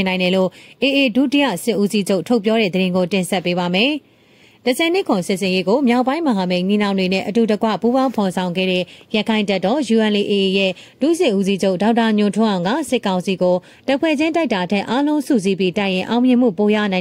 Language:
Burmese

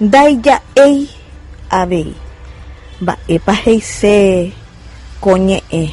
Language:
Guarani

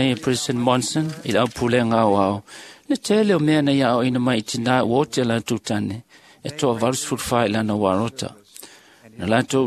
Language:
Samoan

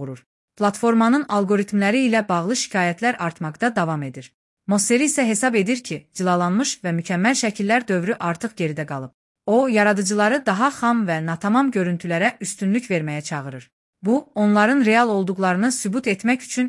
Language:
Azerbaijani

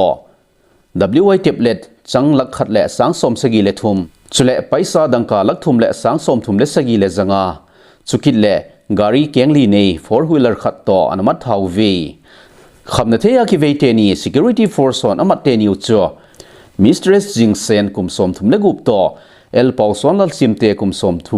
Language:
Thado Chin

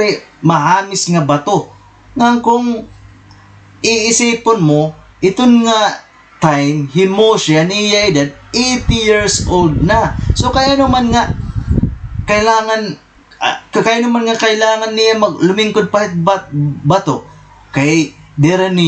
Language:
Waray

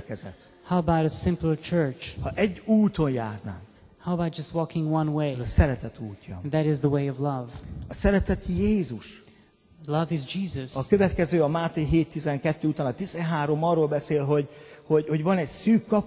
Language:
Hungarian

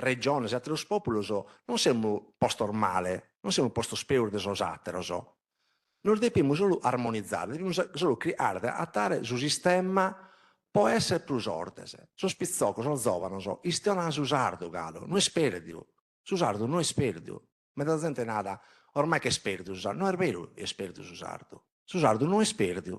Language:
Sardinian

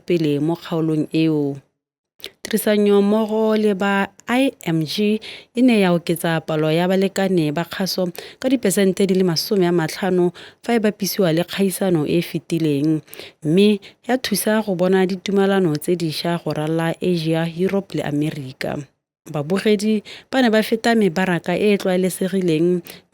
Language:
Tswana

